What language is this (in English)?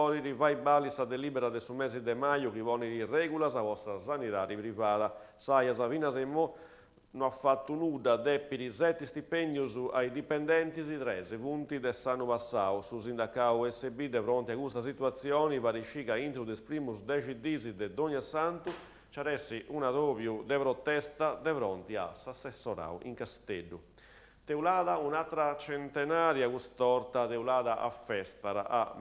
Sardinian